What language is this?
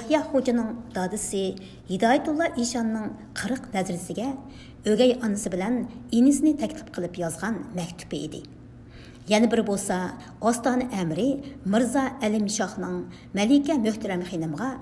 Uyghur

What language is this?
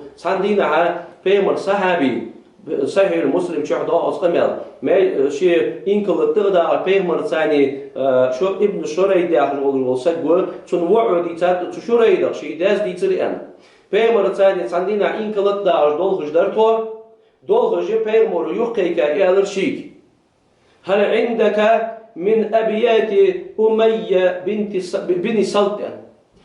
Ingush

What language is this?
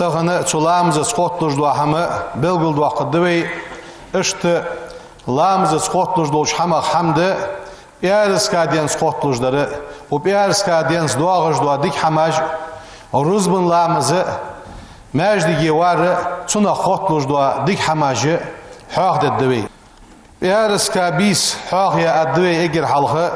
Ingush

